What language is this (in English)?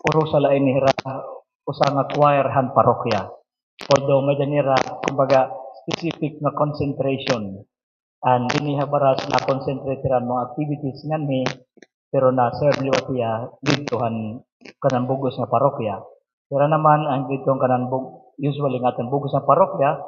Waray